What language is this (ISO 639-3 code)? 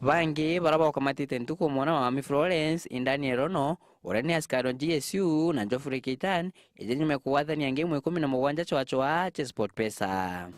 mer